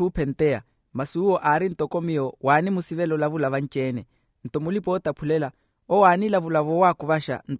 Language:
Makhuwa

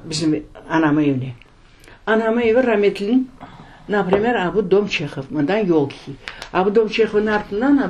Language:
Crimean Tatar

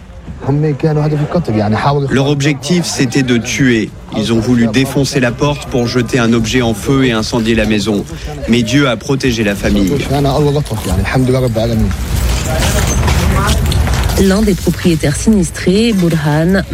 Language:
French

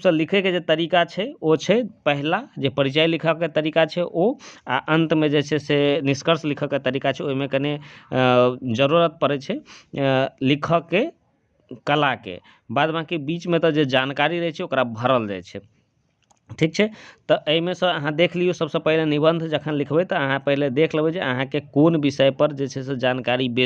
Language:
Maithili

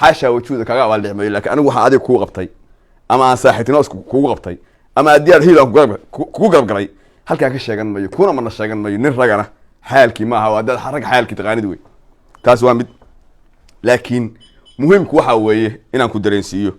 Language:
Somali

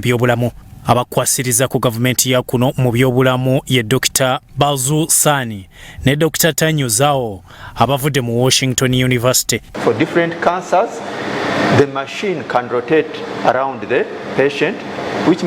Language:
Ganda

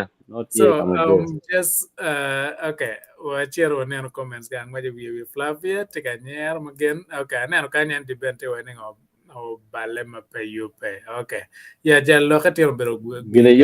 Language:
Acoli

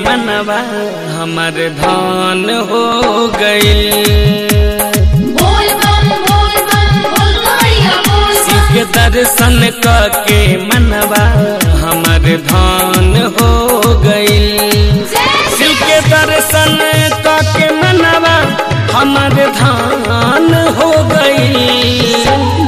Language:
Bhojpuri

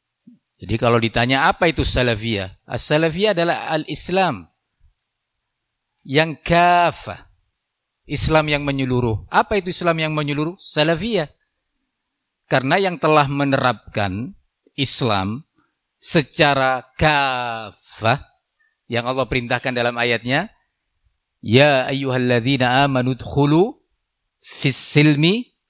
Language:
Indonesian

